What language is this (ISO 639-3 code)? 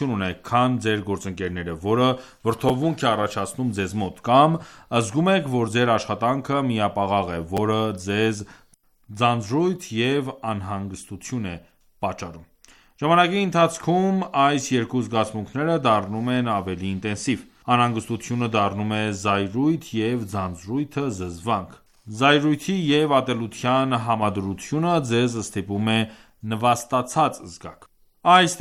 hye